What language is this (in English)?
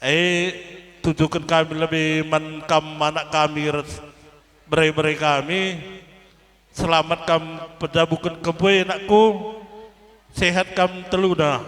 Batak Karo